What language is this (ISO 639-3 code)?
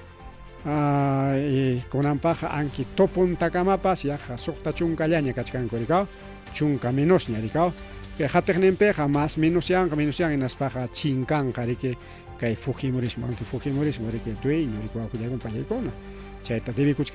quy